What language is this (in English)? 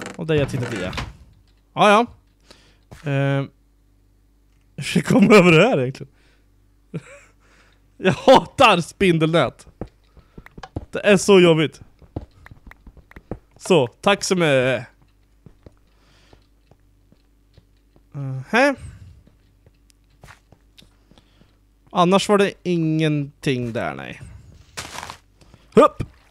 Swedish